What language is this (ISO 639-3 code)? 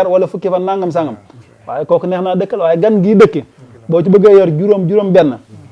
wol